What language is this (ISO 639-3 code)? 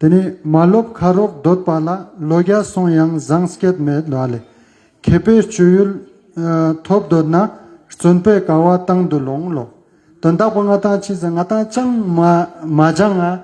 lbj